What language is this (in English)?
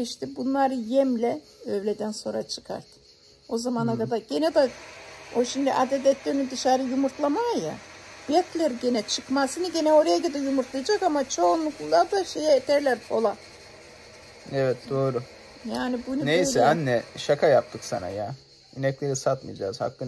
Turkish